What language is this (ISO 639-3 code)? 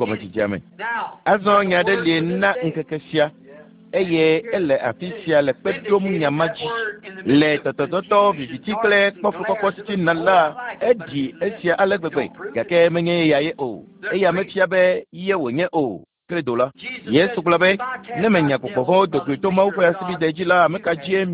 ewe